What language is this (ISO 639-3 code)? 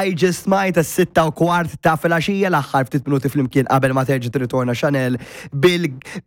mlt